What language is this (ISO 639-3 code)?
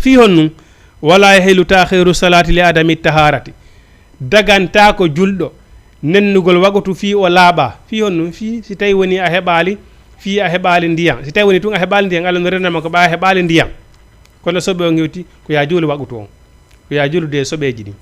ful